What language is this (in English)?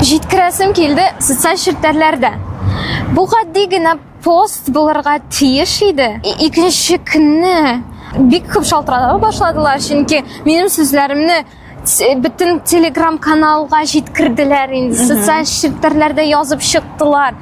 Tatar